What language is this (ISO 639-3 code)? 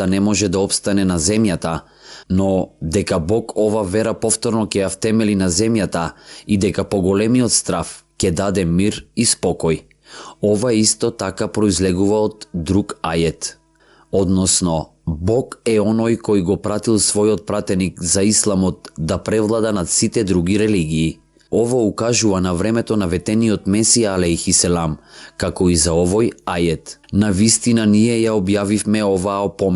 mkd